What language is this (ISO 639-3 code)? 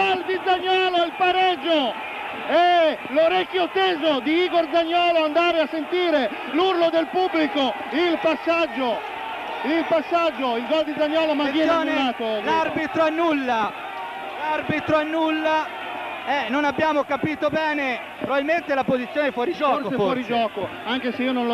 ita